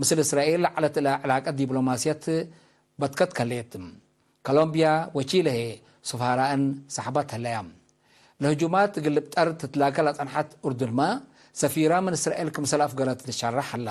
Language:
Tigre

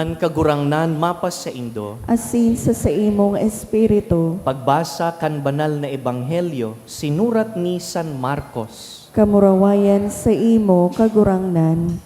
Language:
Bikol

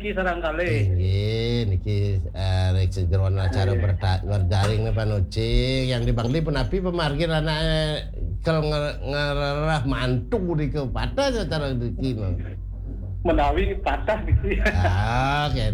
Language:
Balinese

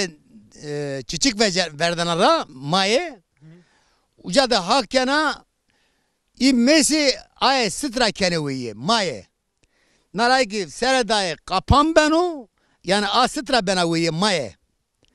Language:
Zaza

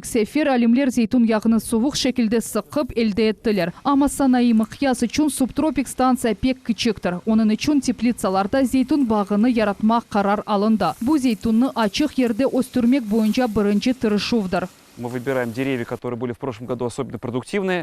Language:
Crimean Tatar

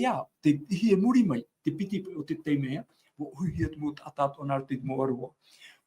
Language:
Tahitian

